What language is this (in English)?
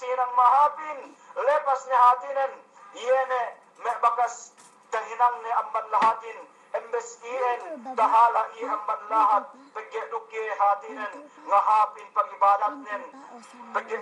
Yakan